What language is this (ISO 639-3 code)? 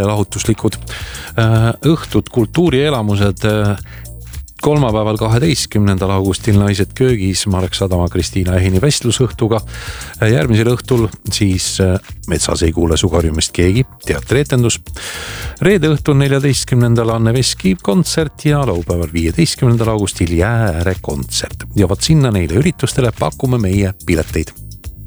est